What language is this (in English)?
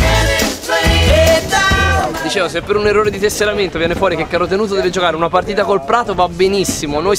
Italian